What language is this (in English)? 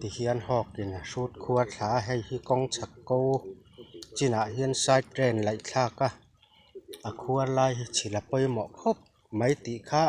Mizo